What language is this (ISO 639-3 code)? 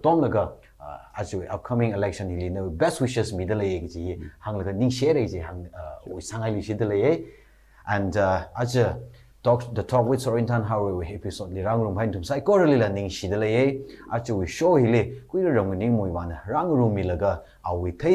nmf